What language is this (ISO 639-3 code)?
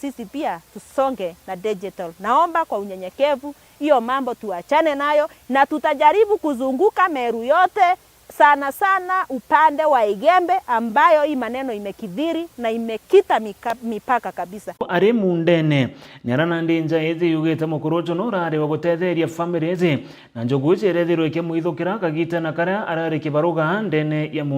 mer